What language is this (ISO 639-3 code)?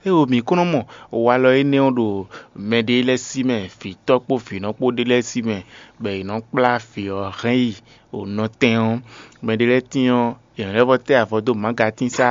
fon